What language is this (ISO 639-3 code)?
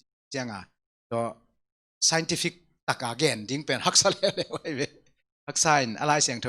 ctd